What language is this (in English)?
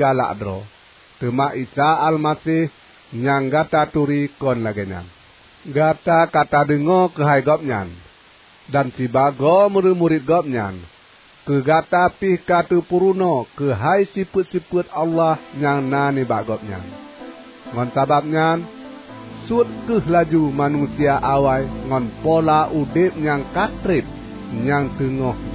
Achinese